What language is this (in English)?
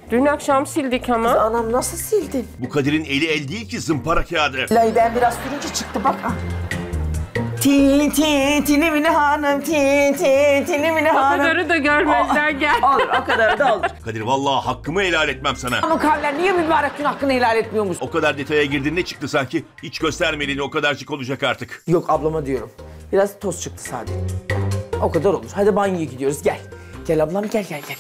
Turkish